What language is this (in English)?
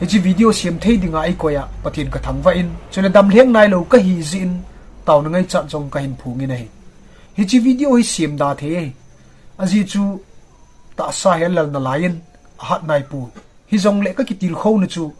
Thado Chin